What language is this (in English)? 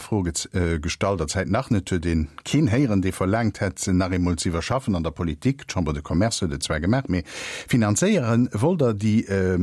Luxembourgish